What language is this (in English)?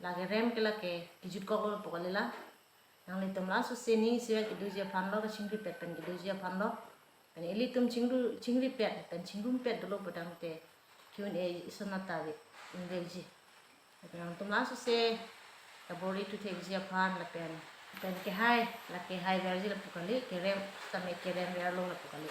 Karbi